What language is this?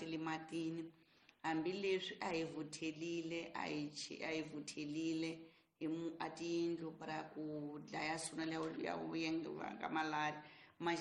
Tsonga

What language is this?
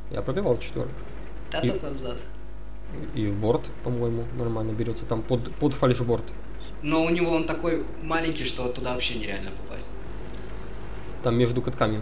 Russian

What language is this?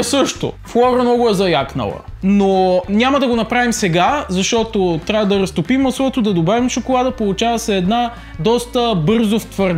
Bulgarian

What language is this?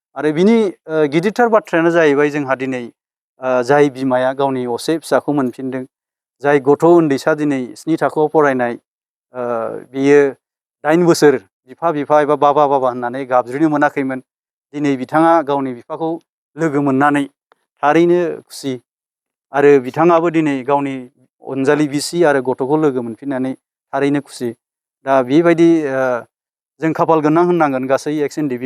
Bodo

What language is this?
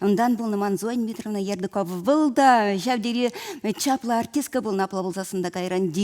Chuvash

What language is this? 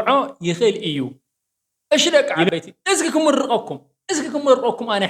Tigrinya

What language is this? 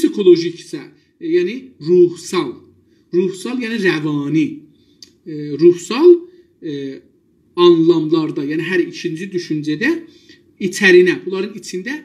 South Azerbaijani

